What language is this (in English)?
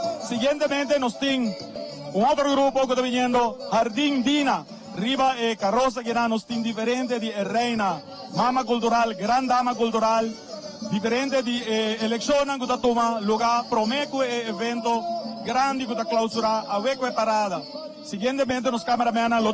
Papiamento